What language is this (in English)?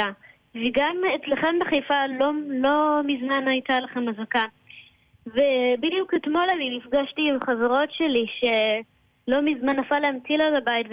Hebrew